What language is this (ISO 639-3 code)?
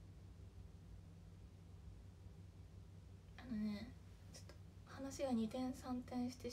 jpn